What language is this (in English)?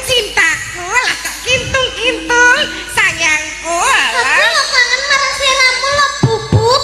Javanese